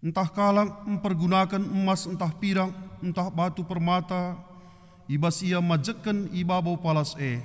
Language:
Batak Karo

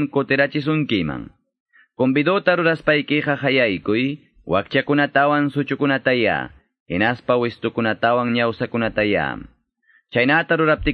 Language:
Quechua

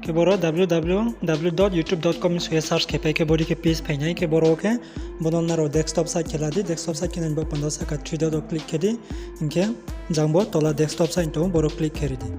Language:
Riang (India)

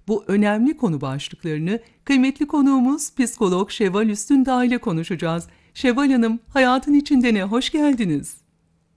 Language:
Turkish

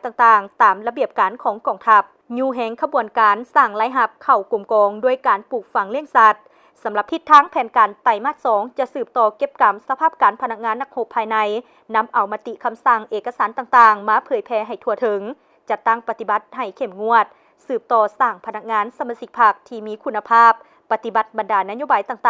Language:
Lao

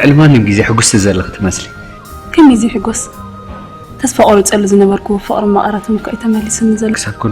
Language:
Tigrinya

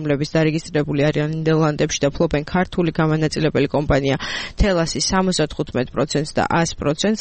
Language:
Georgian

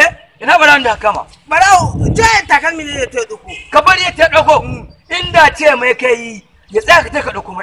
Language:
Hausa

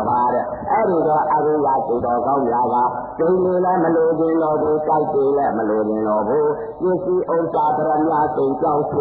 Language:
Burmese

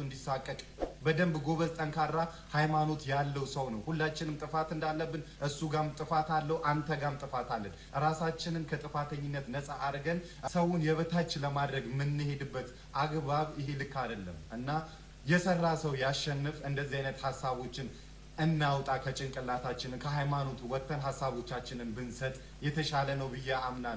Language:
Amharic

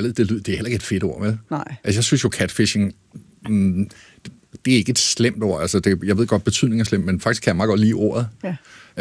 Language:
Danish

